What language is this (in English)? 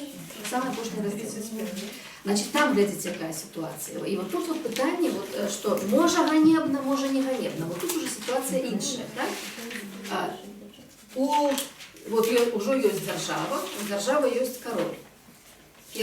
Belarusian